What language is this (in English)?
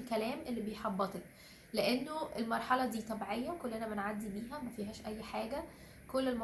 Egyptian Arabic